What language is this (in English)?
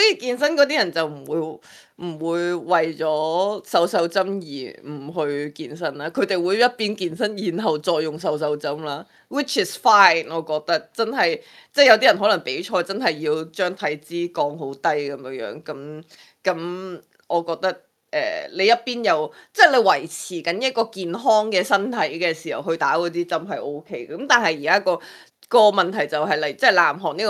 Cantonese